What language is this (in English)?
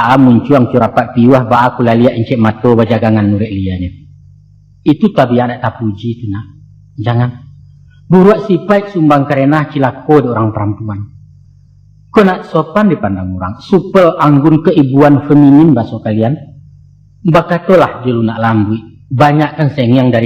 Minangkabau